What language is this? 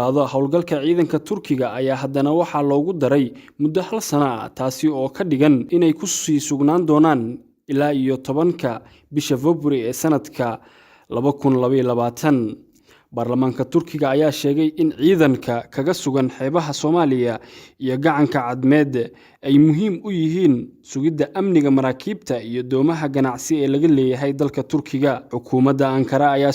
Somali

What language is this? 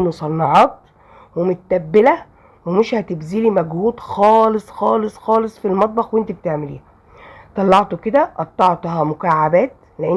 Egyptian Arabic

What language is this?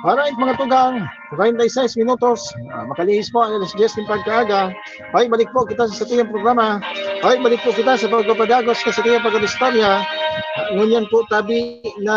Bikol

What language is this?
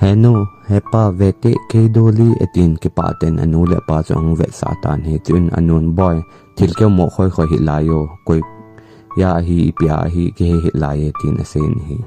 Thado Chin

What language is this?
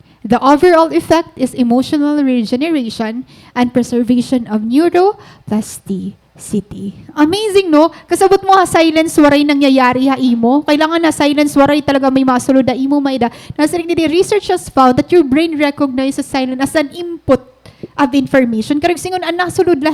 Waray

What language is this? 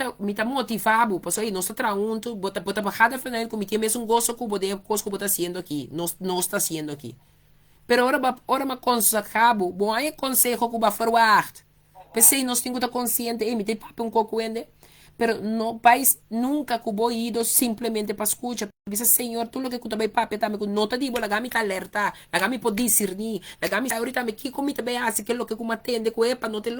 Papiamento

